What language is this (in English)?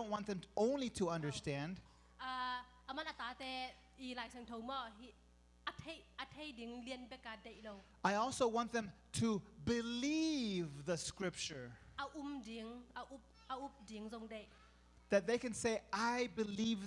Tedim Chin